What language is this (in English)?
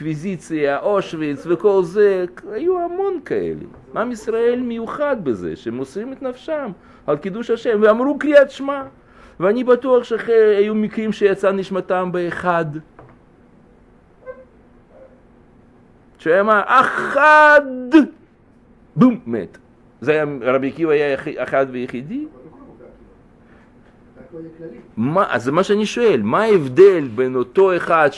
Hebrew